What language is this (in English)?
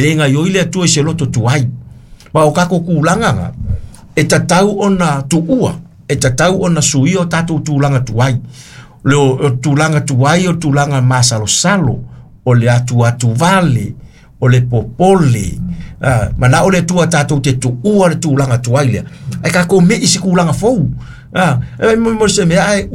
Samoan